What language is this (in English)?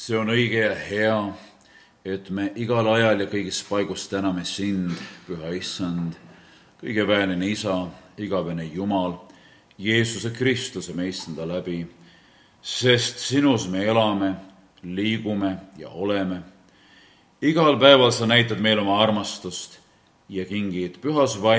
Estonian